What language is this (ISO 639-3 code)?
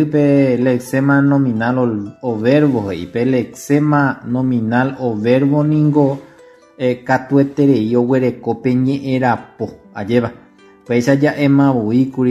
grn